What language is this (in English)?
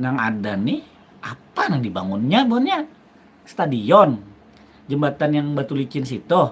Banjar